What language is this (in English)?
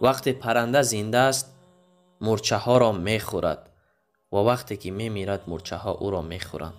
Tajik